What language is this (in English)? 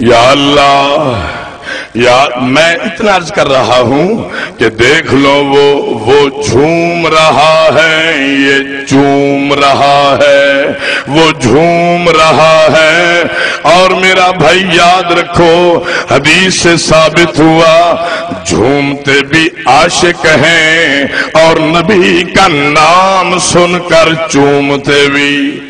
Saraiki